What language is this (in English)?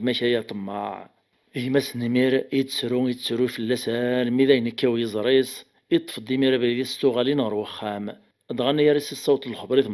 Kabyle